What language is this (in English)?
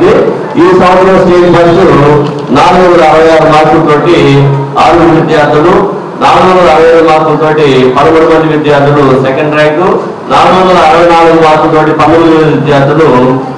Telugu